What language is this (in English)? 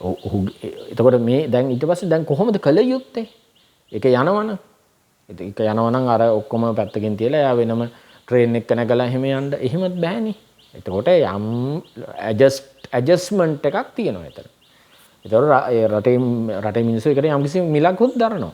Sinhala